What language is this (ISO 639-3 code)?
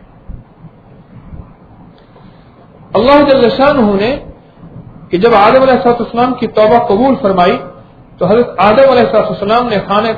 urd